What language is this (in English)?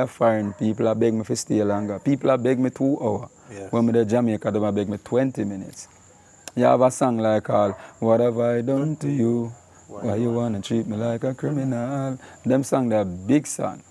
Jamaican Creole English